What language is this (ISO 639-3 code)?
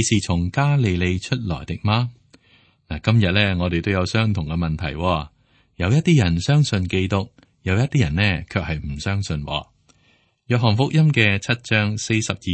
yue